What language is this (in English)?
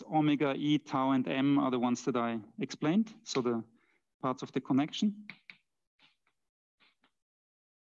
English